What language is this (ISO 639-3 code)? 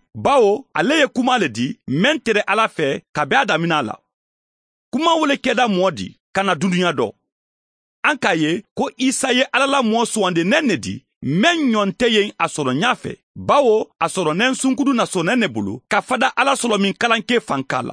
man